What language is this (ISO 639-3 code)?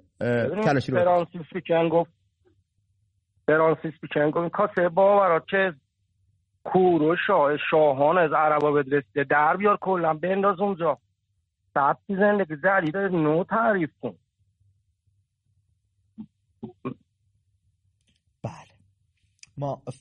fas